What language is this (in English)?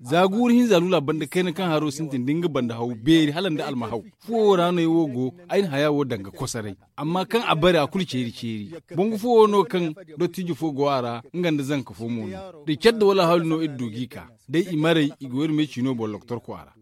Zarma